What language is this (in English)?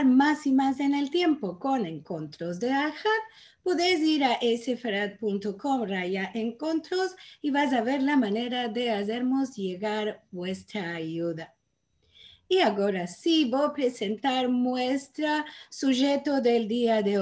Ladino